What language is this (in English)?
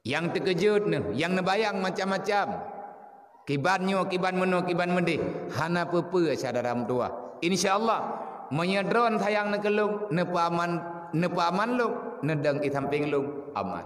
Achinese